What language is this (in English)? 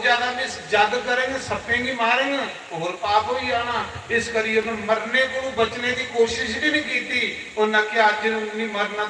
Dogri